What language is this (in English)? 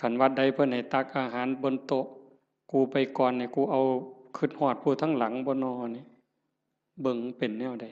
Northeastern Thai